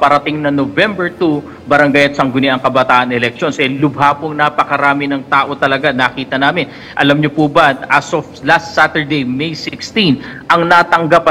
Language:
Filipino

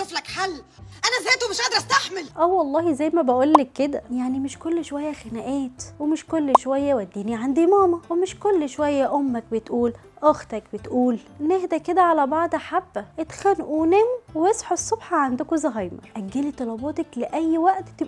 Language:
Egyptian Arabic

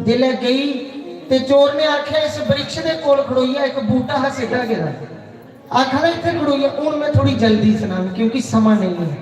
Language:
Dogri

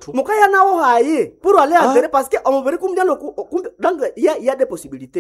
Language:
Nande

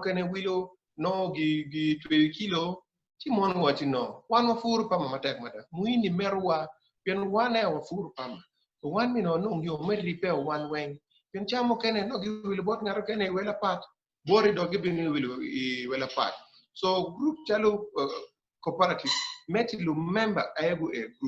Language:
Acoli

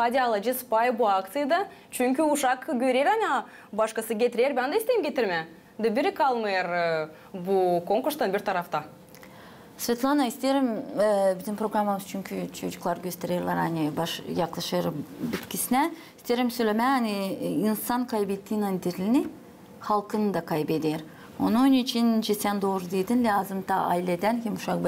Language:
Gagauz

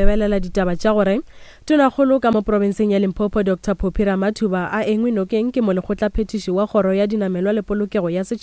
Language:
Northern Sotho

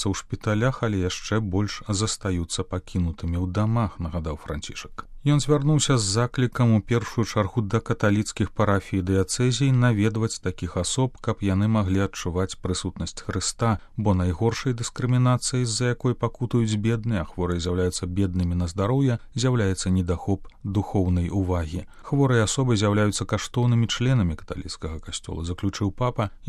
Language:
Belarusian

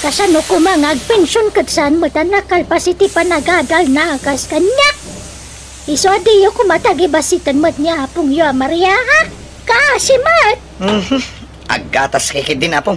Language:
Iloko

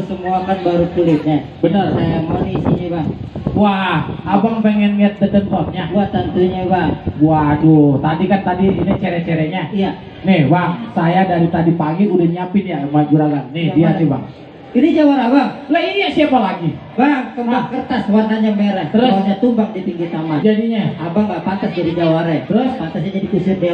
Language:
Betawi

